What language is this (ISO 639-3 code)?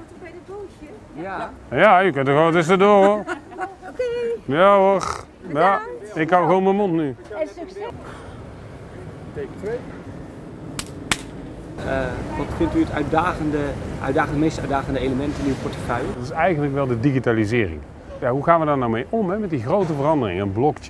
nld